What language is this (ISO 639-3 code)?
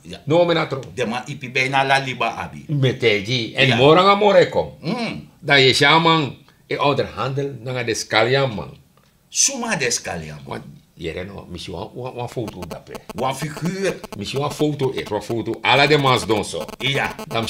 srn